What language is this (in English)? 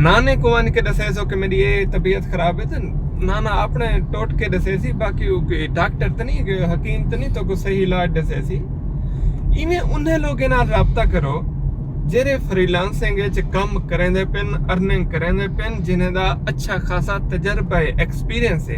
Saraiki